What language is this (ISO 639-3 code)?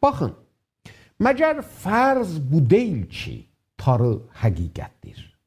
azb